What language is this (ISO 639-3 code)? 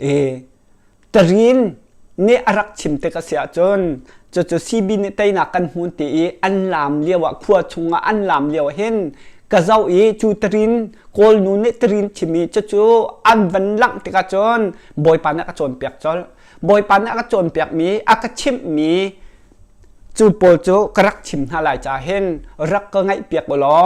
cnh